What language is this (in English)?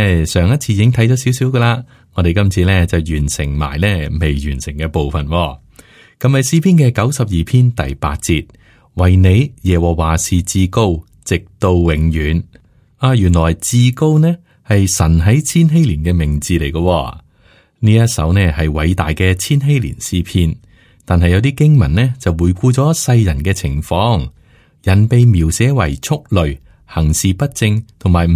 Cantonese